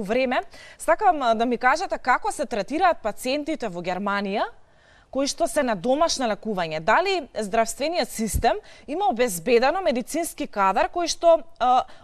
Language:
Macedonian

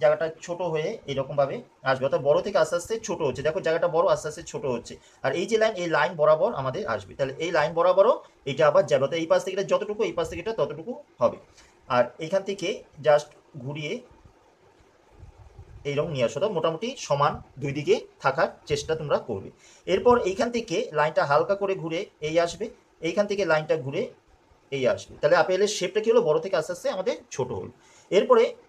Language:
Bangla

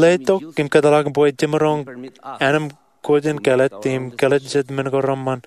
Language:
Marshallese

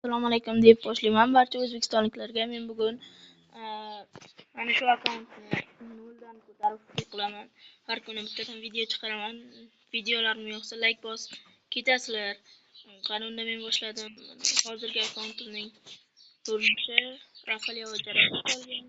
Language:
Uzbek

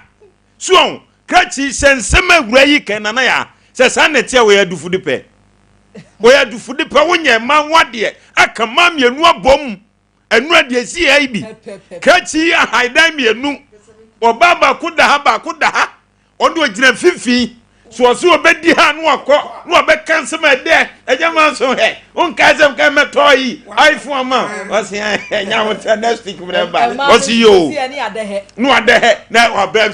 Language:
Akan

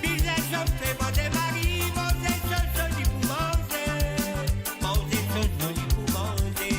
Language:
Morisyen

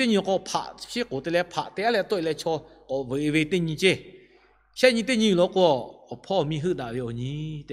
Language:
Lahu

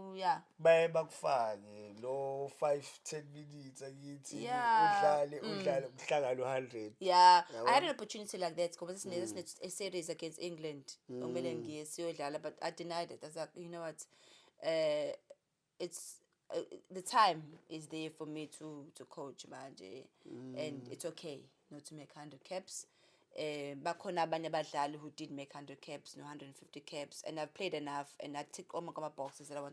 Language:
Zulu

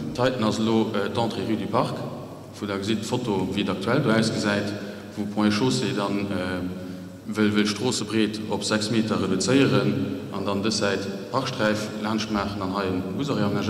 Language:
Luxembourgish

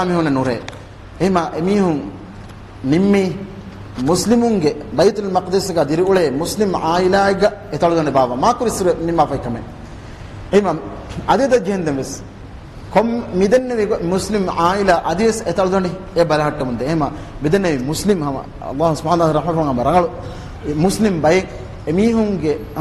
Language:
Divehi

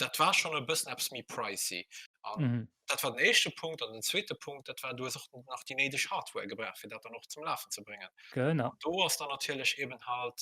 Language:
Luxembourgish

